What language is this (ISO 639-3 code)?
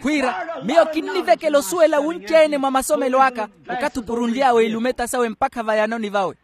vmw